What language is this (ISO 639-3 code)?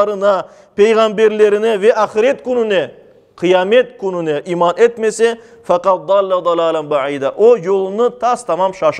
crh